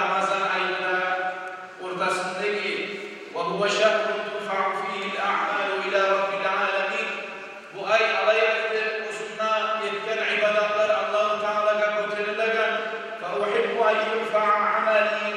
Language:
Kumyk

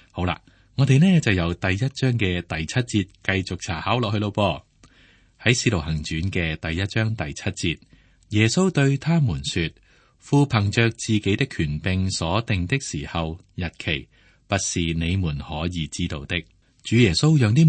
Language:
Cantonese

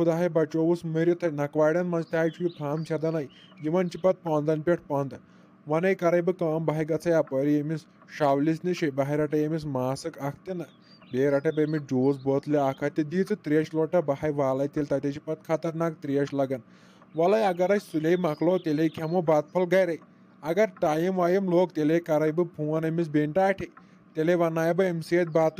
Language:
Kashmiri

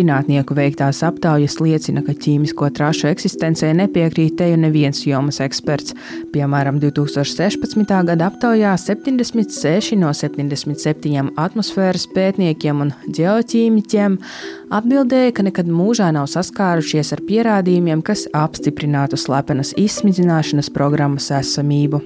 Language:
Latvian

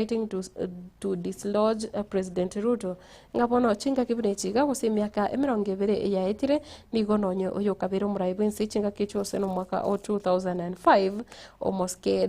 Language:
Gusii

